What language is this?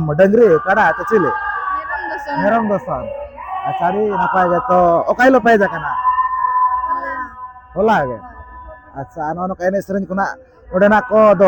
Santali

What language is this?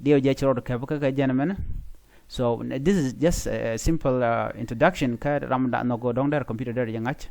Nuer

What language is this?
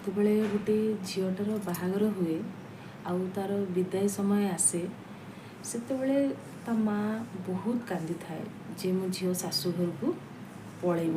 Odia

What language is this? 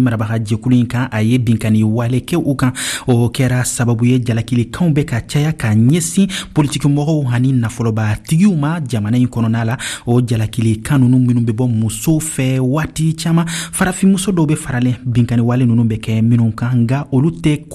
Bambara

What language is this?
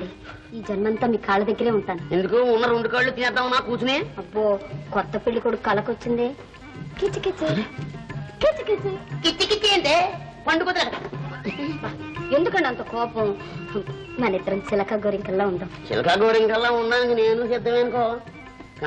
Telugu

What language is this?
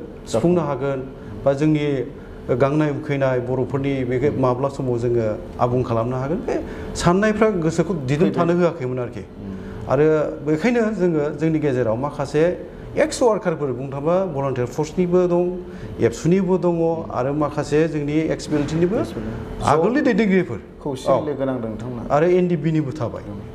Bodo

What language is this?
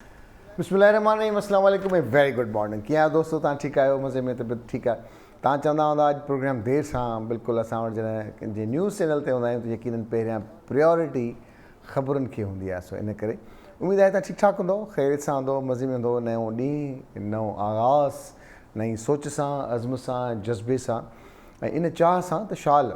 Sindhi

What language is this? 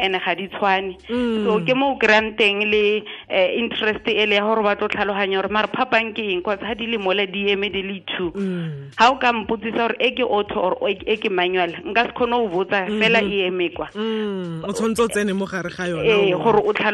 Tswana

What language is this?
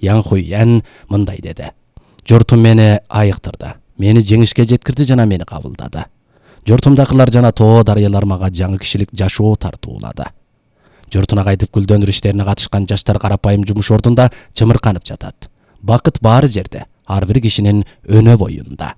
Kyrgyz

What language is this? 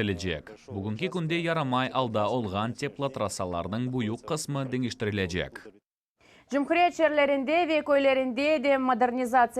Crimean Tatar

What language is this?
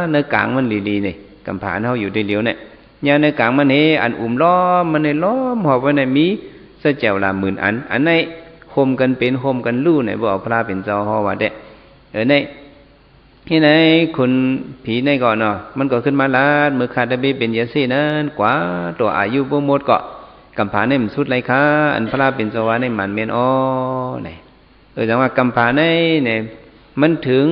Shan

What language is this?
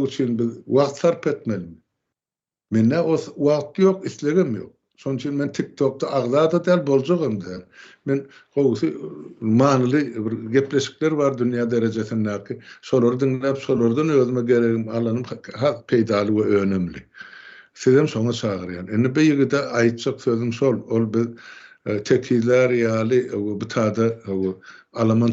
Turkmen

